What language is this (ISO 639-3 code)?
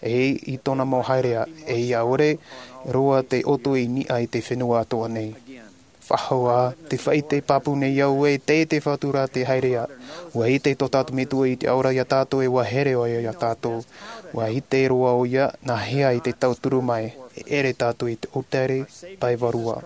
tah